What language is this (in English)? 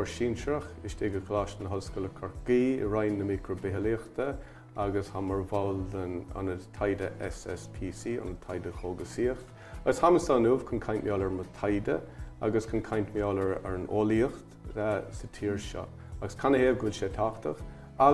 Irish